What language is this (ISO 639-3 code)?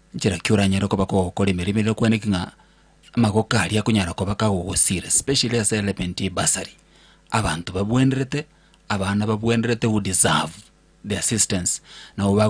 guz